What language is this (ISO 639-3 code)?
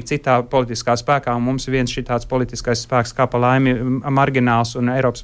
lav